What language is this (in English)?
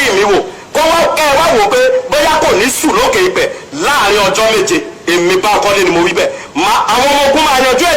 Yoruba